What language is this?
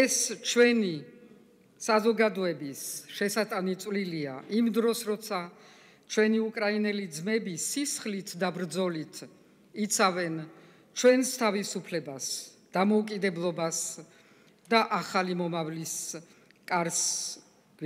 Georgian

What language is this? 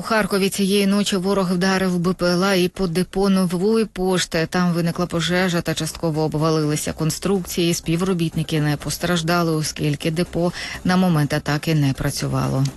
Ukrainian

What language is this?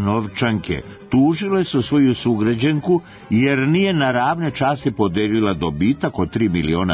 Serbian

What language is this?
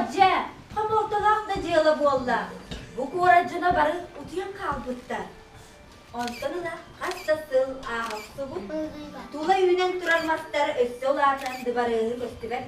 Yakut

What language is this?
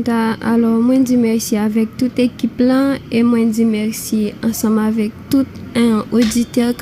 Haitian Creole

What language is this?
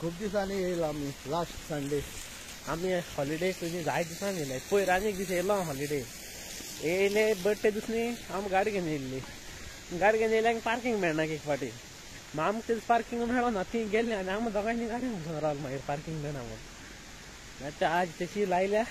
Konkani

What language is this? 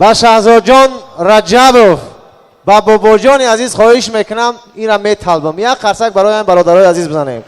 Tajik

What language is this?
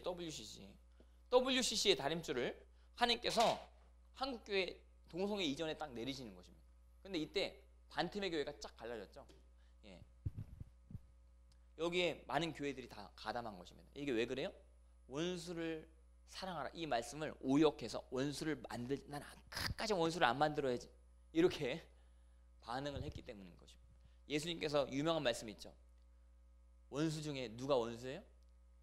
Korean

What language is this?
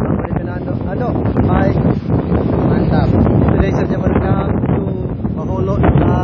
Manado Malay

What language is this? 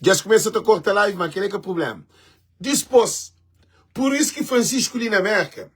Kabuverdianu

